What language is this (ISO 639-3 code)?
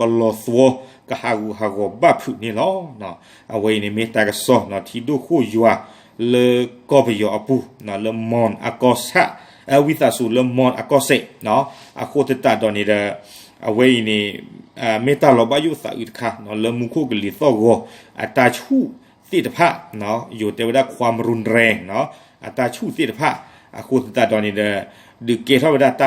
ksw